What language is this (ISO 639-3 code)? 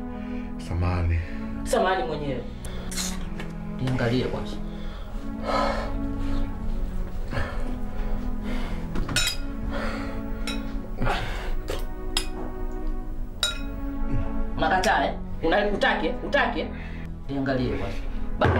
swa